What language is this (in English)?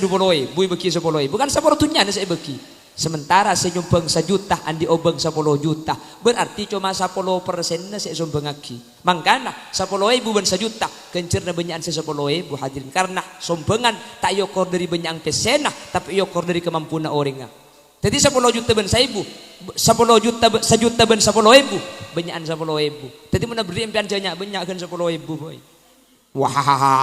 Madurese